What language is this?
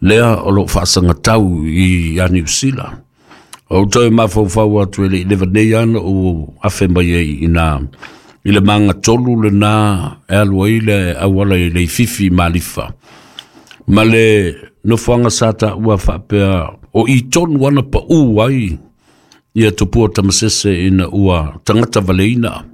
Samoan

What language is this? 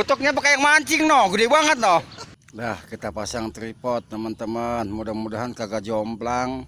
Betawi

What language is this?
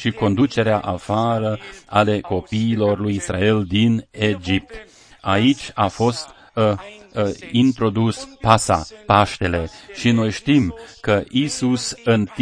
Romanian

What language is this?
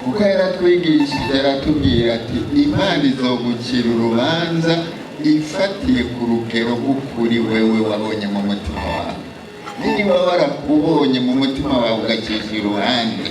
Rundi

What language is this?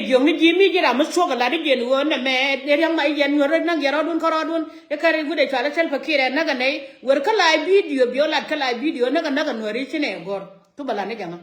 Nuer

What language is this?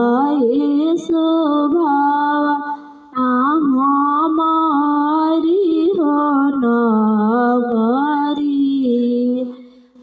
Bhojpuri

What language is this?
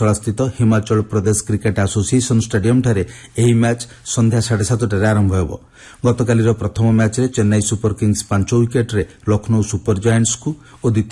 Odia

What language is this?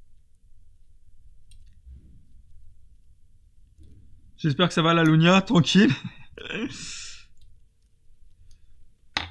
French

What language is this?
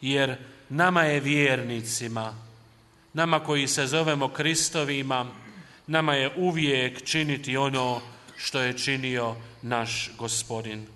Croatian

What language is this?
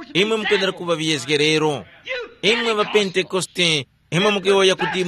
Tumbuka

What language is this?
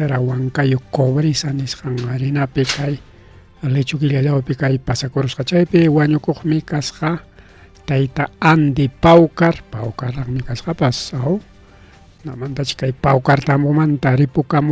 Ayacucho Quechua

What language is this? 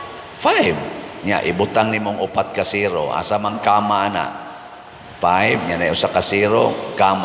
Cebuano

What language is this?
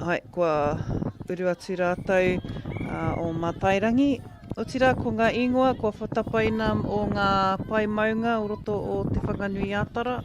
Māori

